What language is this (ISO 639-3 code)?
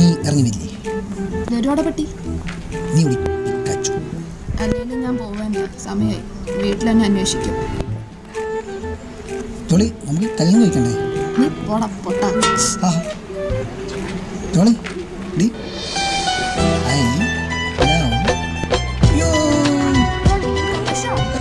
mal